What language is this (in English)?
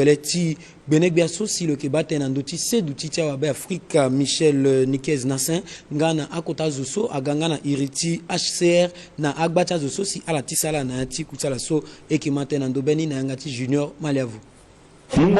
Sango